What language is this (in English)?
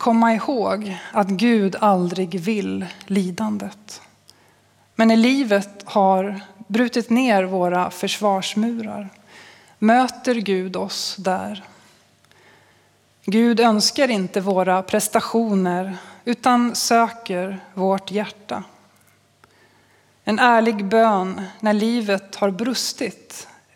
Swedish